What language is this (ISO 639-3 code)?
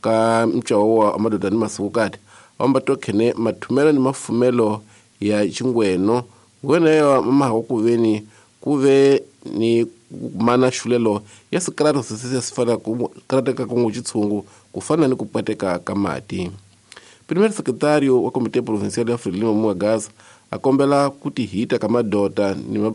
tso